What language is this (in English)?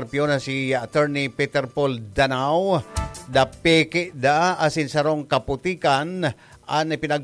Bikol